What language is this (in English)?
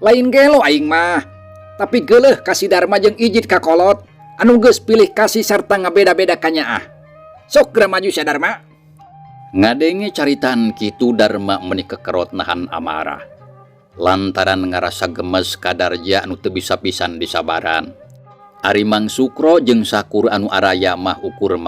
Sundanese